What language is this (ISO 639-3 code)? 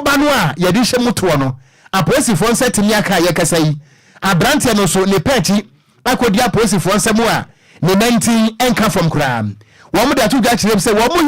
aka